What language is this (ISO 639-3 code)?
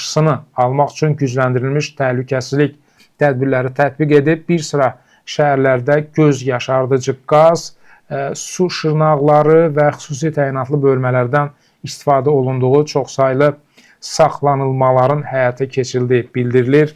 aze